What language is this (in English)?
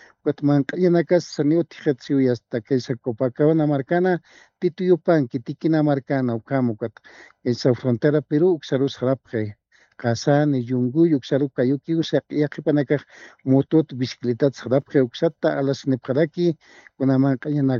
Aymara